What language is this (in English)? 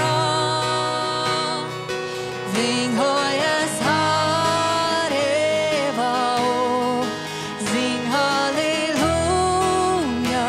Plautdietsch